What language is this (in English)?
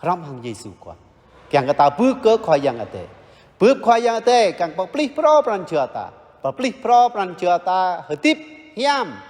Jarai